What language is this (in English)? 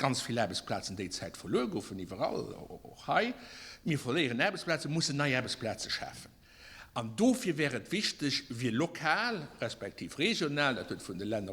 Luxembourgish